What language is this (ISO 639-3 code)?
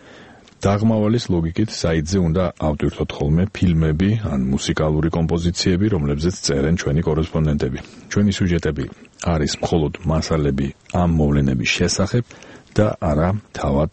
kat